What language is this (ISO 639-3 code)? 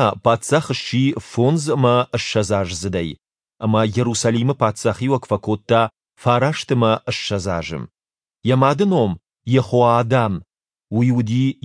oss